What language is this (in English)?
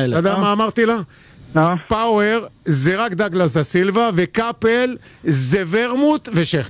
Hebrew